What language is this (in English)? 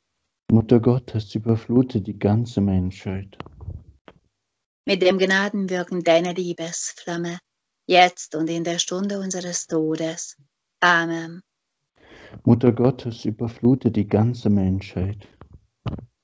German